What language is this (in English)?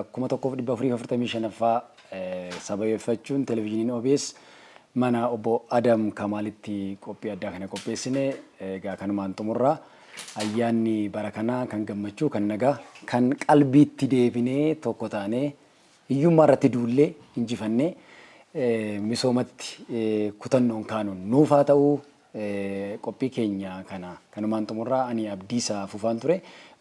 Oromo